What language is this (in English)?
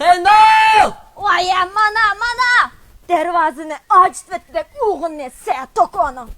Uyghur